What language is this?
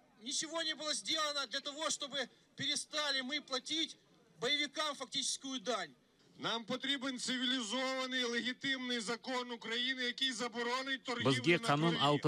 Crimean Tatar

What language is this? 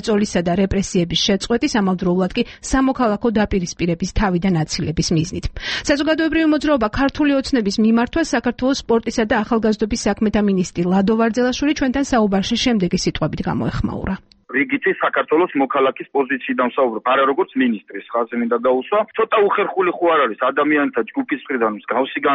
Georgian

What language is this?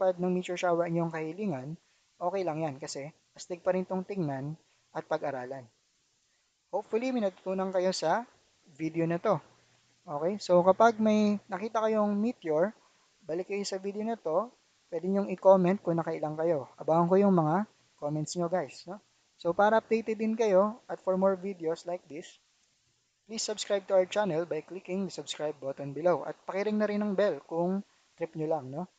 Filipino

